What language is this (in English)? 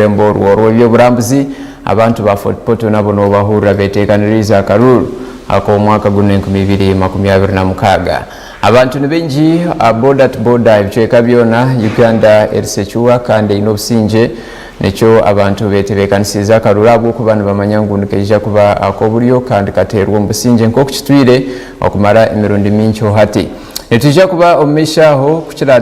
Nyankole